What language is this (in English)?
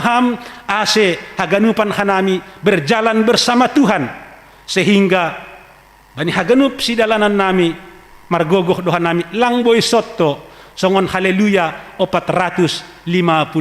Batak Simalungun